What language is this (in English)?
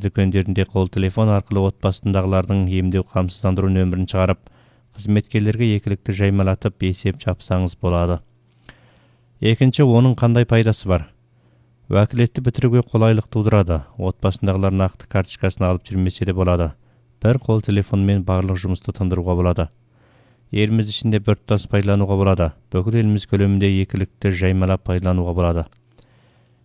Kazakh